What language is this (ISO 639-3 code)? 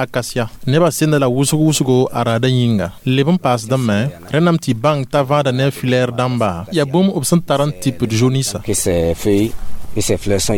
mos